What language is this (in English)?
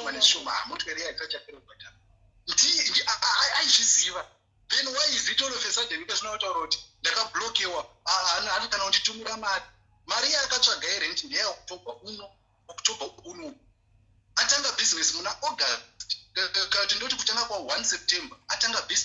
Shona